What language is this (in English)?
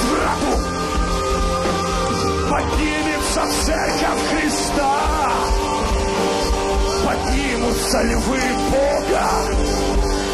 Russian